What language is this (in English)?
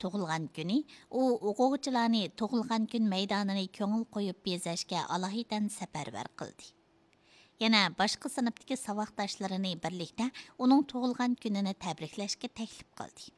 Uyghur